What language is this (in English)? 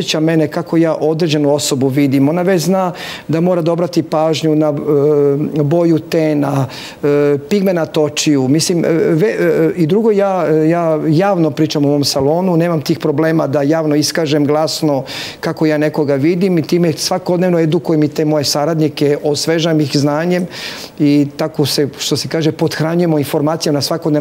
Serbian